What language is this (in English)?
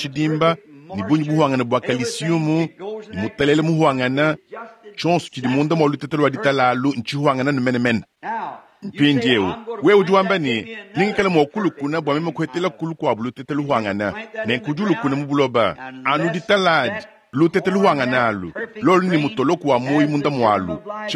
Luba-Lulua